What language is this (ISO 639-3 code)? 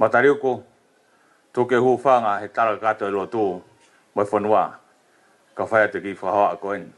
ton